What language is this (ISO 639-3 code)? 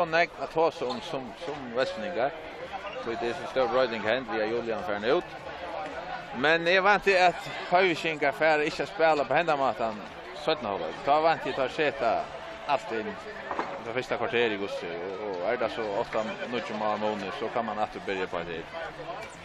fao